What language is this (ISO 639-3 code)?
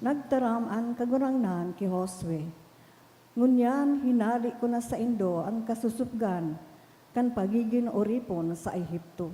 bik